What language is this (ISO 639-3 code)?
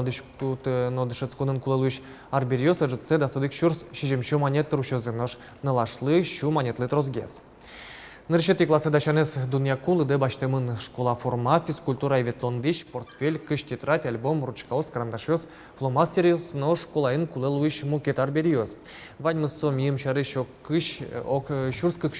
udm